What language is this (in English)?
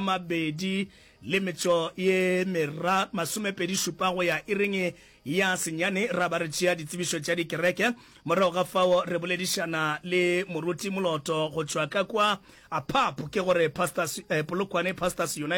Northern Sotho